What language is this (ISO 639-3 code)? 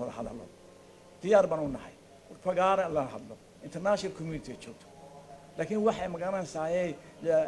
som